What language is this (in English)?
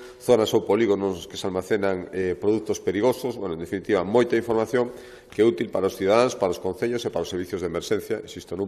Galician